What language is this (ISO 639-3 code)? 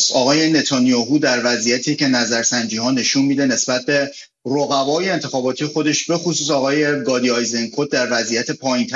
fas